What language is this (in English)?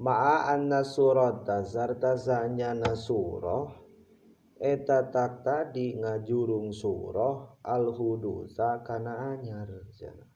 Sundanese